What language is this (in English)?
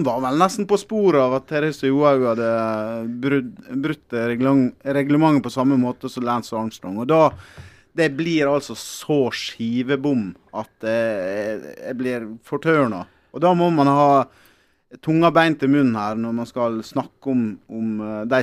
Norwegian